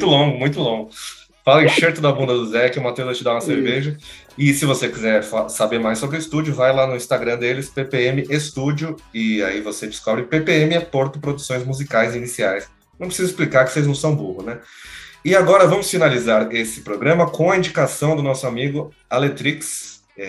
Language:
Portuguese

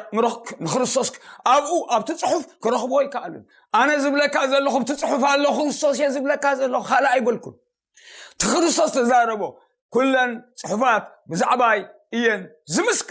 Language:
Tigrinya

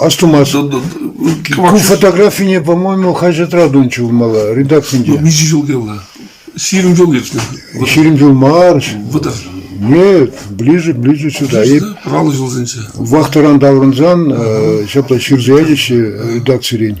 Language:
Chuvash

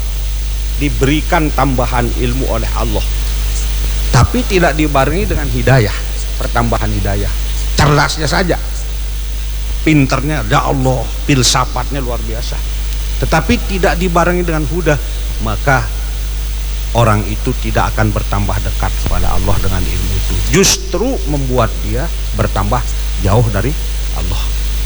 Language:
Indonesian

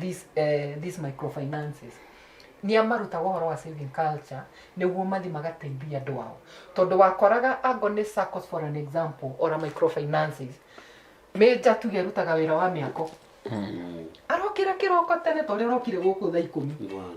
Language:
Kikuyu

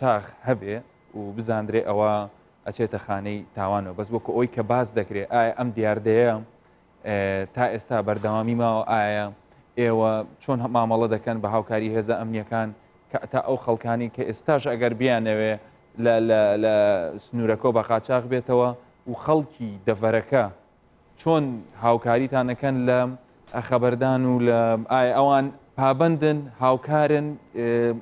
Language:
Central Kurdish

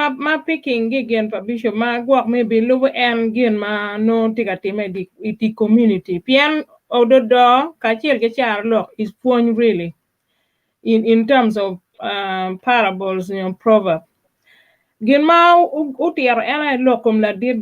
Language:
Acoli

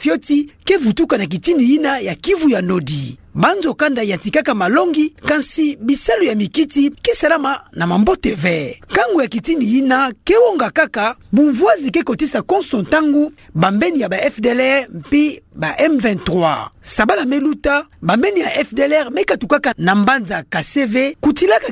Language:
Kituba (Democratic Republic of Congo)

